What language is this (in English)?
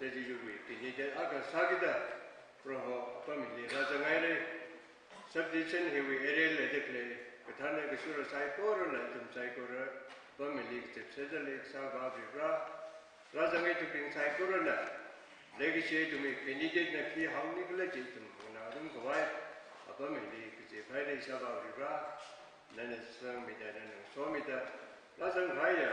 Tangkhul Naga (India)